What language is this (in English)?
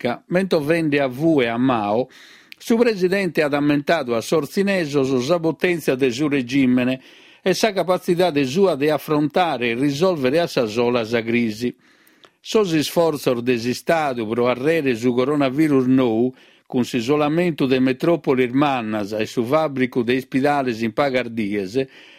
Sardinian